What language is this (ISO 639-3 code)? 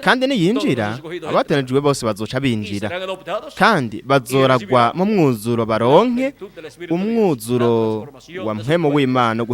run